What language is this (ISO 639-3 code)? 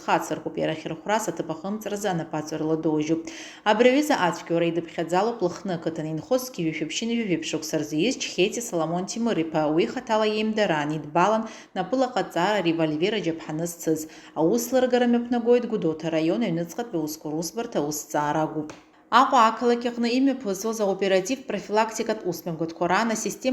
abk